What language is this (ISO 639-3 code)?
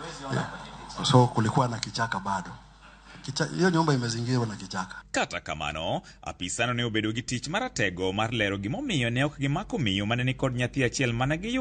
luo